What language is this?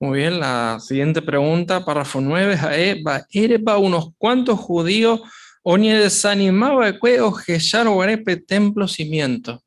Guarani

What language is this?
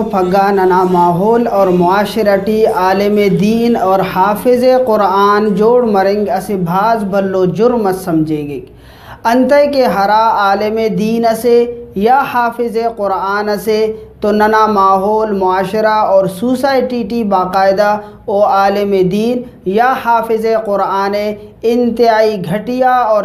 Brahui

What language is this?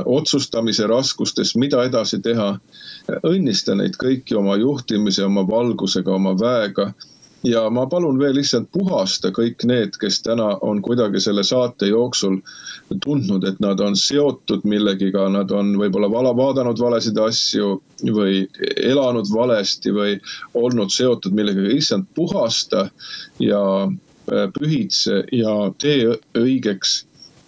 Estonian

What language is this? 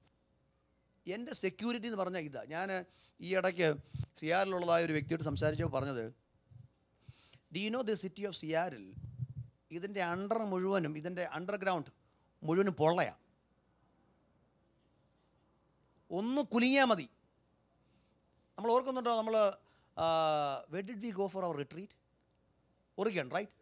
Malayalam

